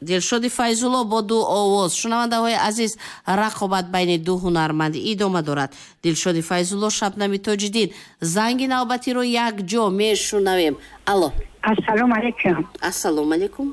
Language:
Tajik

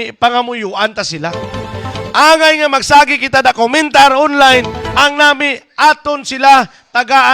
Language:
Hiligaynon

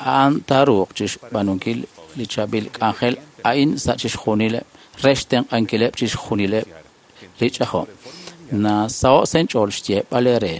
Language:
Kekchí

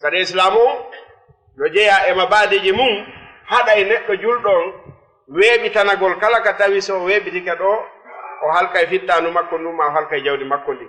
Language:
Fula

